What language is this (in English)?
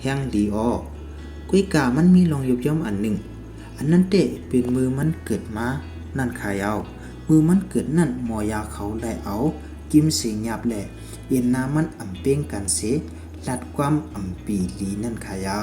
Shan